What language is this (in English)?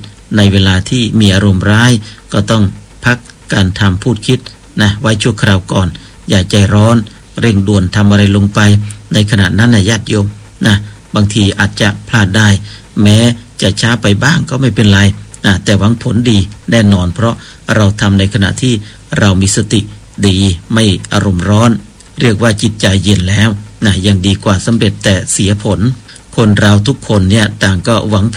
Thai